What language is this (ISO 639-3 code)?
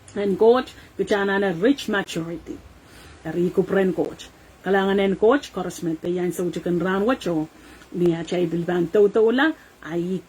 pon